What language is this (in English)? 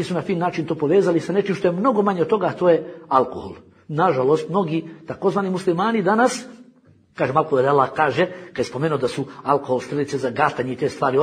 Bosnian